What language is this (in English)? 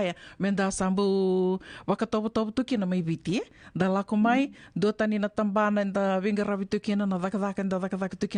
Fijian